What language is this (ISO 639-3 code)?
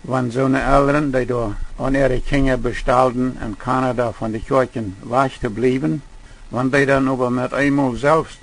pdt